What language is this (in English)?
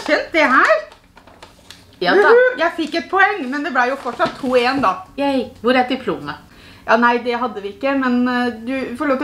Norwegian